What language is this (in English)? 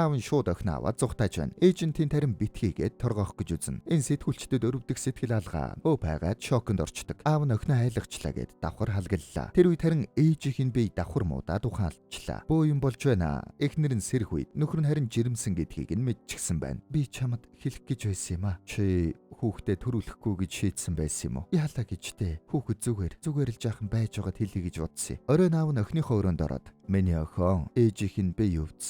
Mongolian